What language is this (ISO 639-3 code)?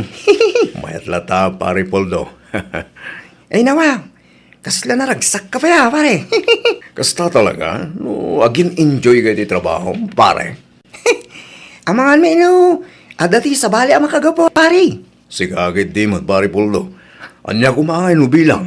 ilo